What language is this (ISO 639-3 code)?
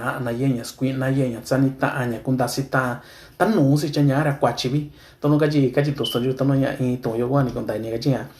mix